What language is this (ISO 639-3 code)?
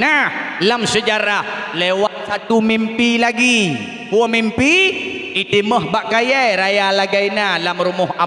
ace